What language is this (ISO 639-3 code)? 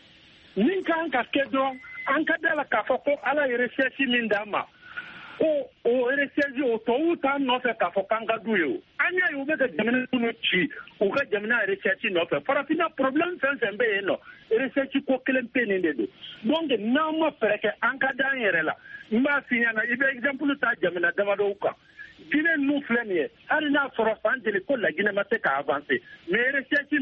bam